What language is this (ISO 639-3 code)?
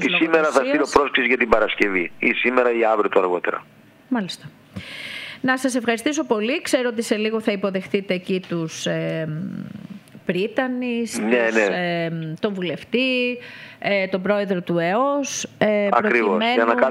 ell